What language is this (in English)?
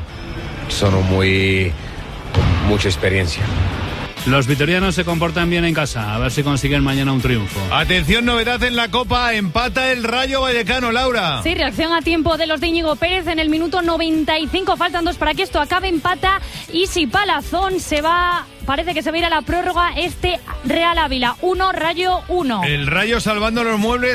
Spanish